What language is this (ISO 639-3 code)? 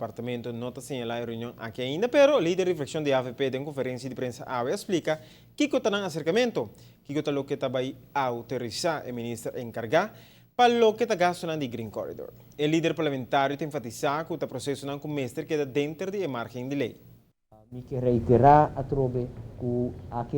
pap